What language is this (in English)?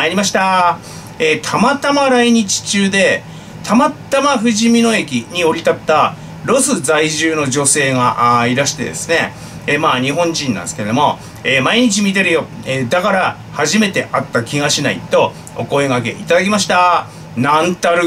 Japanese